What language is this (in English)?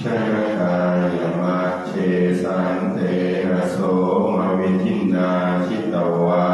Pali